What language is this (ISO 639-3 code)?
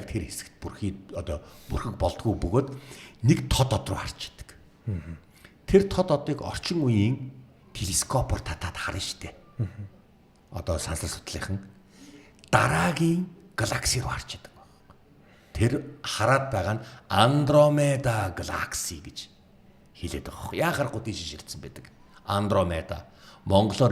mon